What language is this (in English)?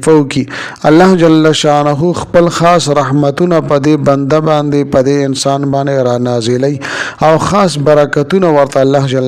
Pashto